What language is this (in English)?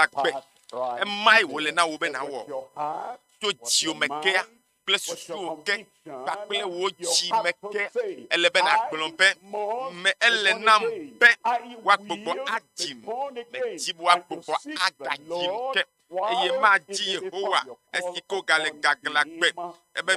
Ewe